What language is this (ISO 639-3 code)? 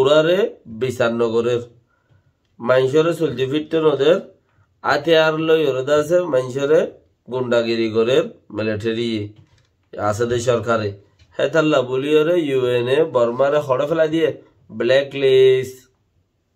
rhg